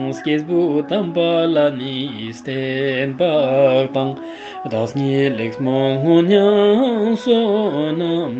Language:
Ladakhi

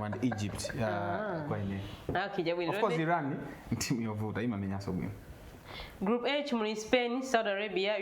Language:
Nyanja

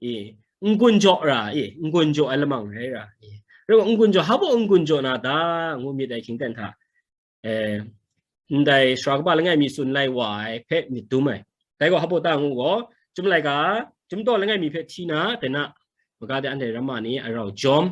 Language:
Kachin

